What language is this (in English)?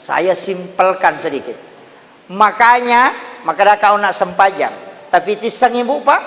Buginese